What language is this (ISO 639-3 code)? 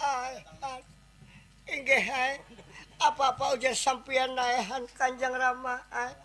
bjn